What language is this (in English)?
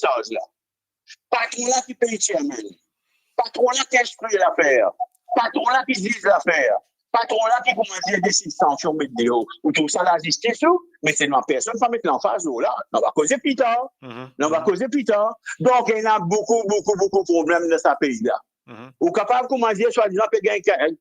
Morisyen